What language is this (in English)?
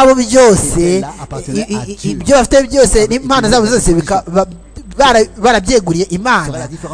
Kinyarwanda